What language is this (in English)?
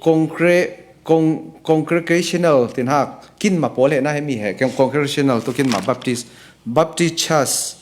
Falam Chin